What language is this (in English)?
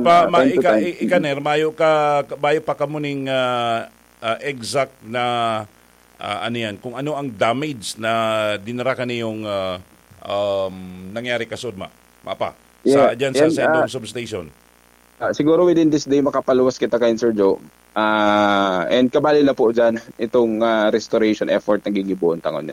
Bikol